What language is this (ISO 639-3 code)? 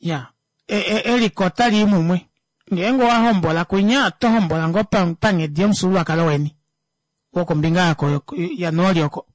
kua